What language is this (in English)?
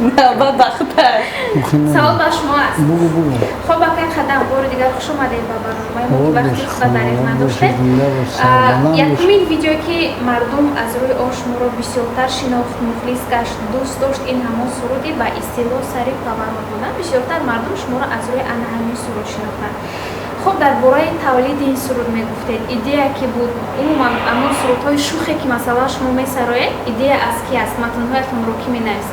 Tajik